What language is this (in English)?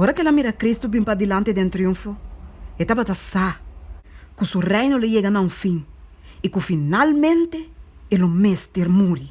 Papiamento